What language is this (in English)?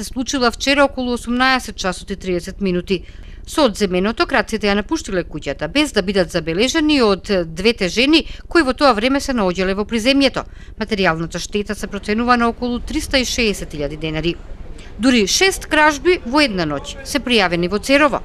Macedonian